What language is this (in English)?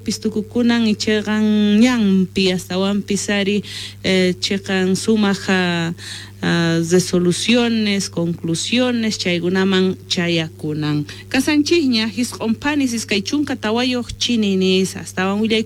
Quechua